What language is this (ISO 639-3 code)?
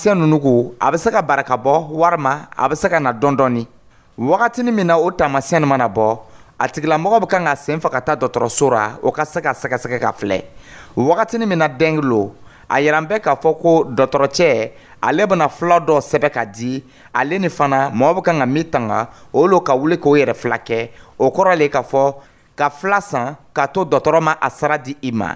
dyu